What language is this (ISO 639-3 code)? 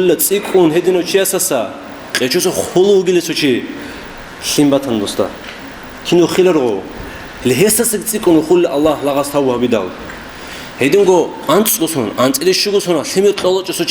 ava